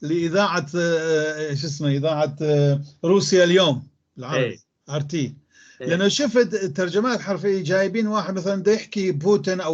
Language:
North Levantine Arabic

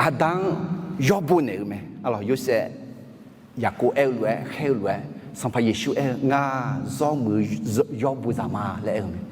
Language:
Akha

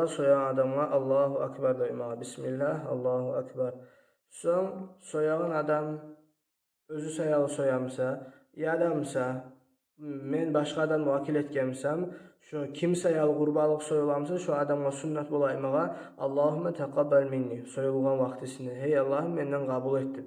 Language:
Kumyk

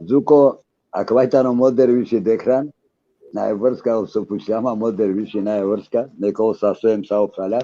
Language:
Balkan Romani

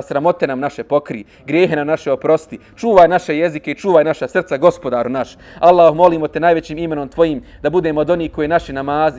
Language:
Bosnian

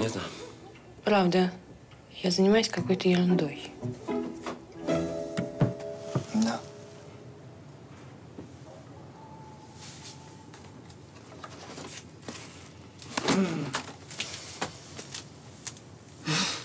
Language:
Russian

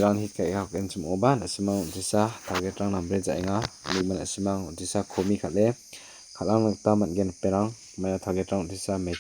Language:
Garo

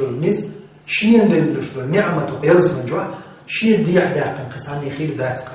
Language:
Chechen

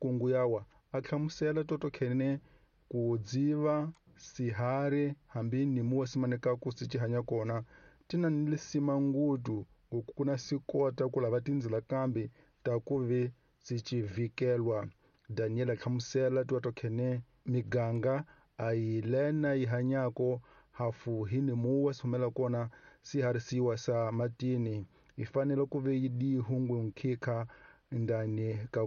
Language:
Tsonga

